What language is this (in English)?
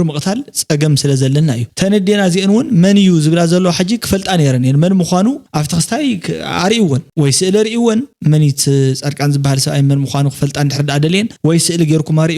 Tigrinya